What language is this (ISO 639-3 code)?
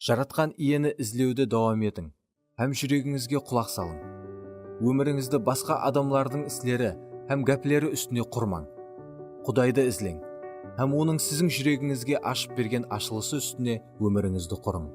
kaa